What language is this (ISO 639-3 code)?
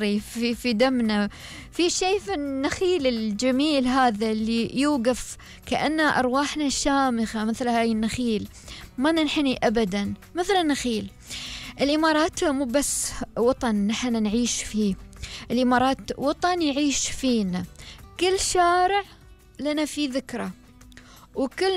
afb